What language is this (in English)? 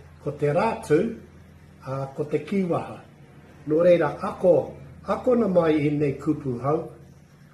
Māori